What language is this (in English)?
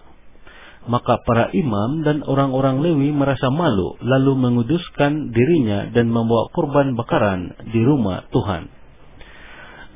Indonesian